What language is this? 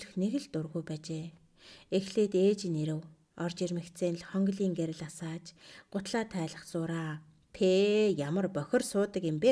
Mongolian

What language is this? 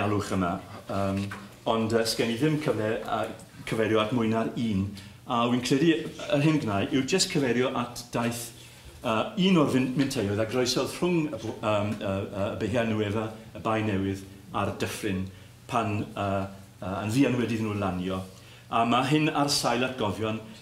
Welsh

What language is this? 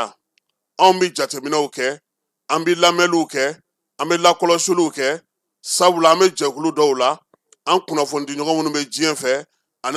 Bambara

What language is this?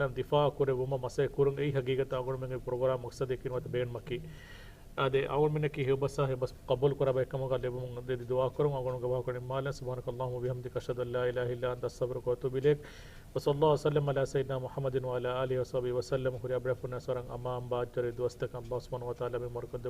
Divehi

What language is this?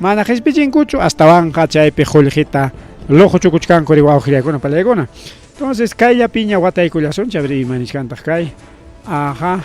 Ayacucho Quechua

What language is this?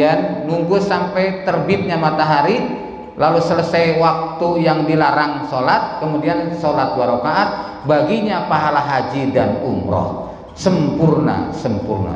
Indonesian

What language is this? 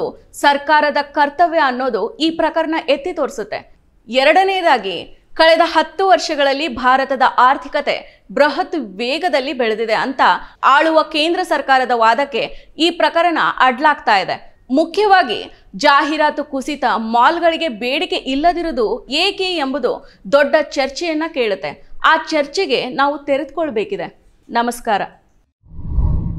Kannada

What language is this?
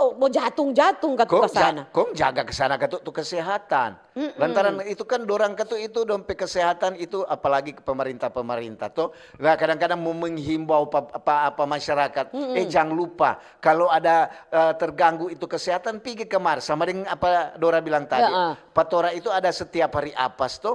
Manado Malay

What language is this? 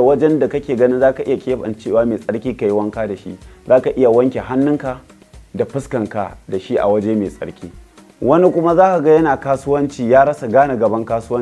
Hausa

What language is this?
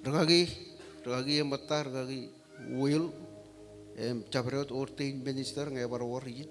Marshallese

